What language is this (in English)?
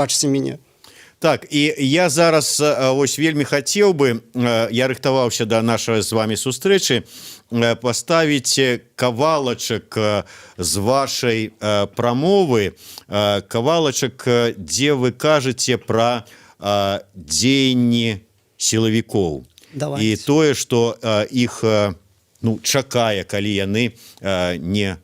Belarusian